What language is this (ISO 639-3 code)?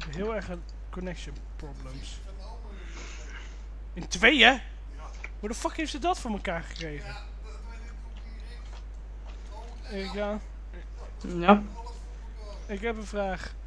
nld